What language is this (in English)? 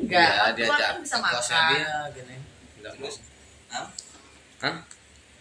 Indonesian